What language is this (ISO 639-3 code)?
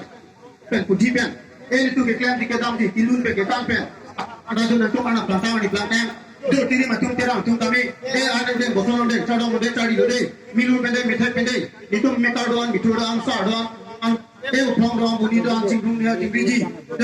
mjw